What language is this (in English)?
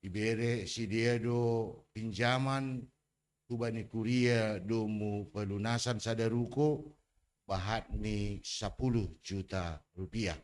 Batak Simalungun